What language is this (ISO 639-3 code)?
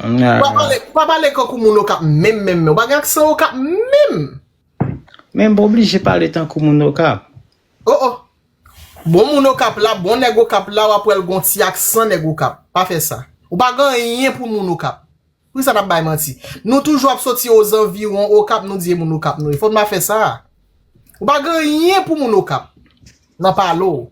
hat